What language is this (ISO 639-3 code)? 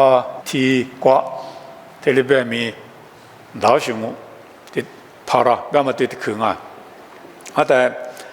lis